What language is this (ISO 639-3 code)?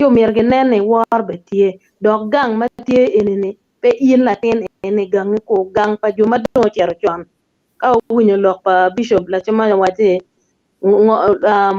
ach